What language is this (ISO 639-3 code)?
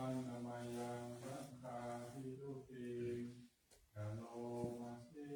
pli